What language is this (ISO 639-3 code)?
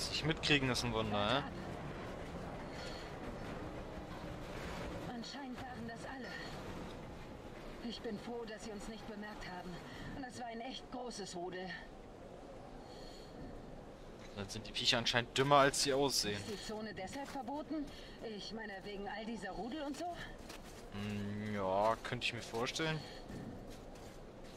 deu